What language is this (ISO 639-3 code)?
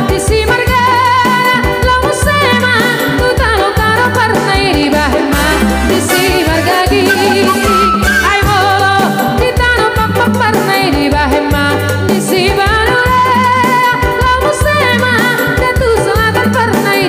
bbc